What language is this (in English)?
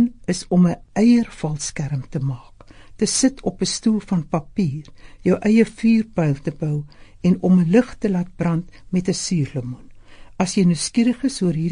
Afrikaans